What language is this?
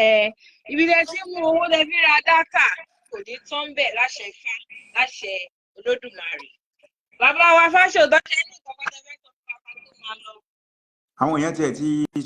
Yoruba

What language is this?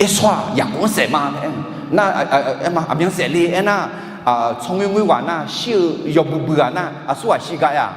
Akha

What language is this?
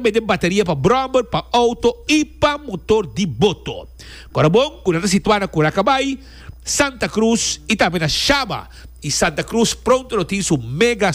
Papiamento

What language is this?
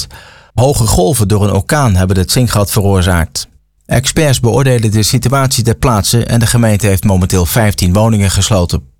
Dutch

